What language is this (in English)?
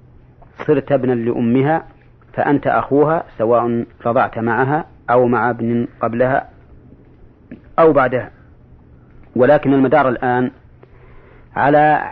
Arabic